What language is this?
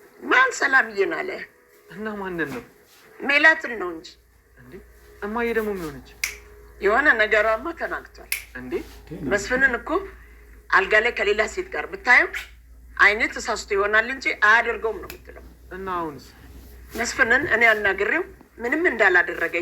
Amharic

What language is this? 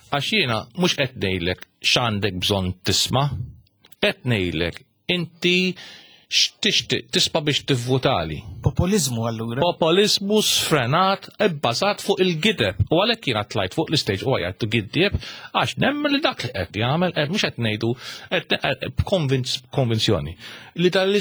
Maltese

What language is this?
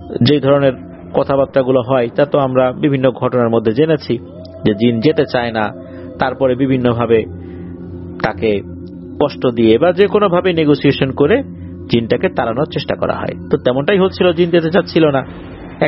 Bangla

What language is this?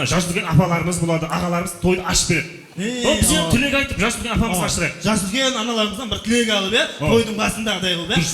Kara-Kalpak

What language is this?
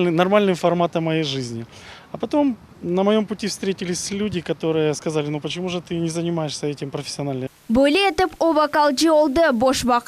Crimean Tatar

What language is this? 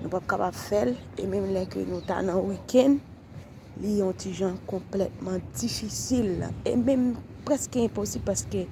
Haitian Creole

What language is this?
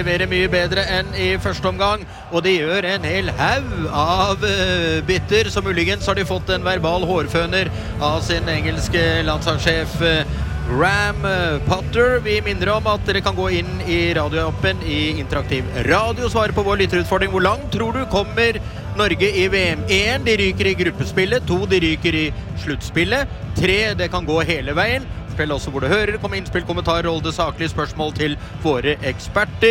Norwegian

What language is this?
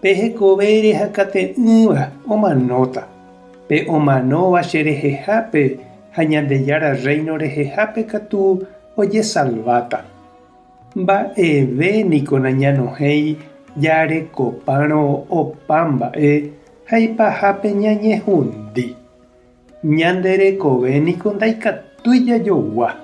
Guarani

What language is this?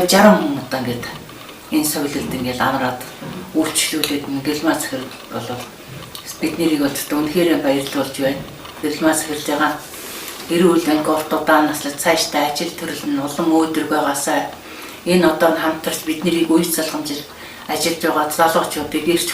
Mongolian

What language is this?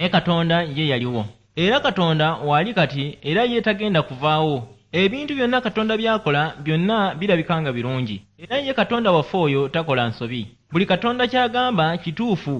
Ganda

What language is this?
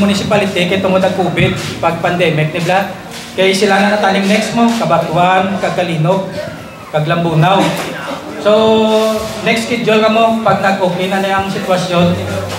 Hiligaynon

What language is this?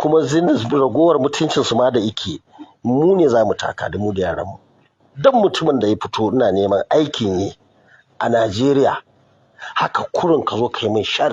Hausa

